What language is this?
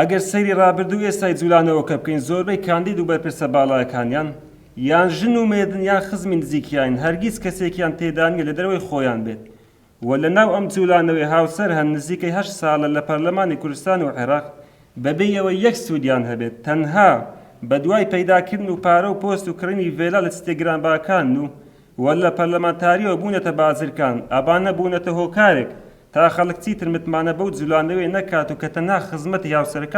Central Kurdish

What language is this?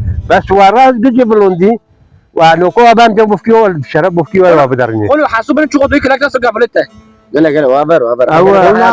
Kurdish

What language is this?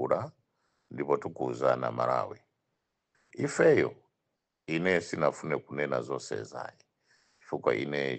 Nyanja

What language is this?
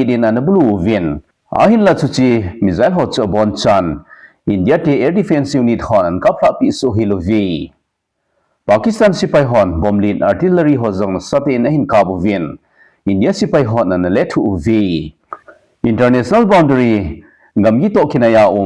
Thado Chin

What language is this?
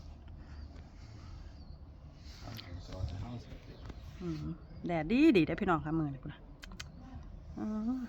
Lao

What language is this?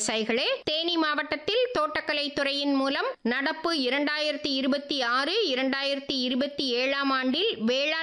Tamil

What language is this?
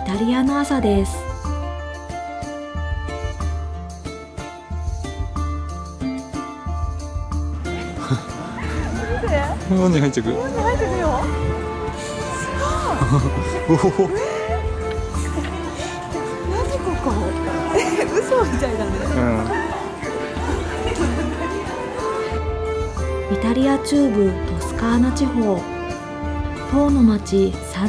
Japanese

